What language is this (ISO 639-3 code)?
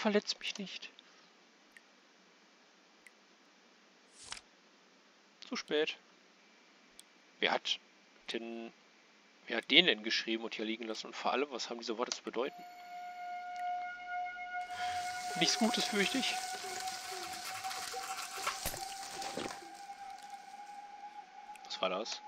deu